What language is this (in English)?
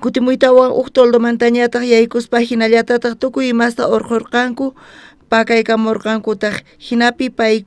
South Bolivian Quechua